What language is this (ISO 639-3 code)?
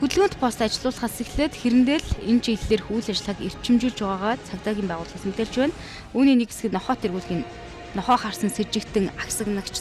mon